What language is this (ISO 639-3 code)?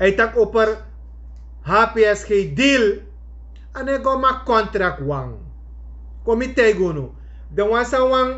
srn